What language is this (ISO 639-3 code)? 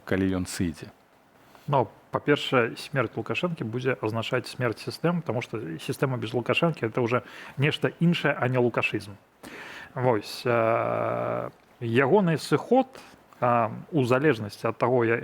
bel